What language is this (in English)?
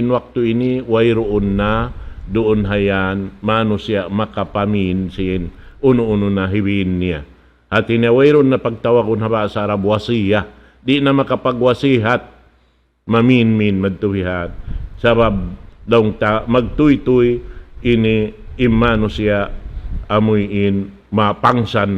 Tausug